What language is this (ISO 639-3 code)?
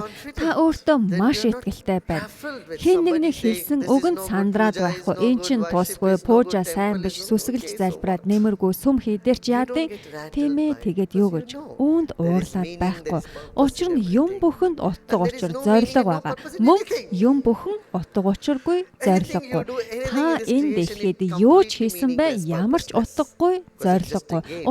mon